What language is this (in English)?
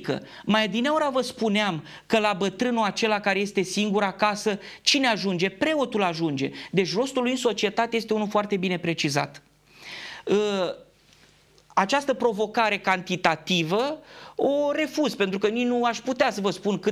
Romanian